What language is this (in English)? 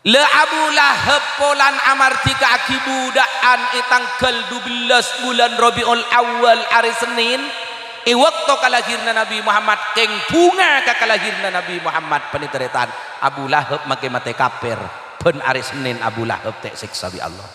Madurese